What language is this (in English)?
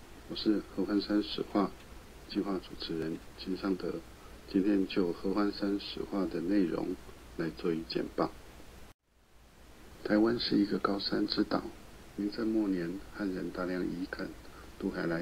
Chinese